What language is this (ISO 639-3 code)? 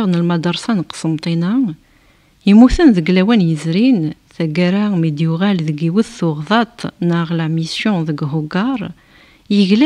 kab